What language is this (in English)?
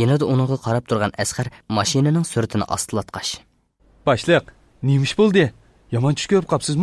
Uyghur